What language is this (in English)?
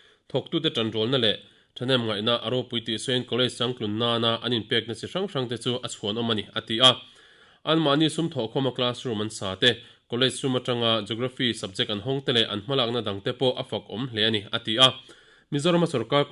Mizo